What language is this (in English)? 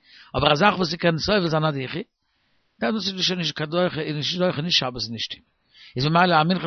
Yiddish